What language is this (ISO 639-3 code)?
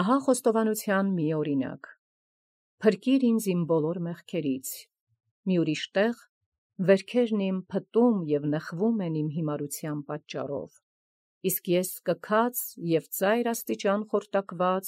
hye